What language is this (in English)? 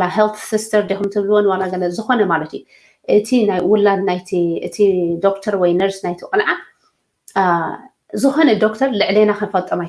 Tigrinya